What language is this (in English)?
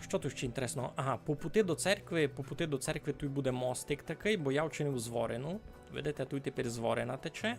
Rusyn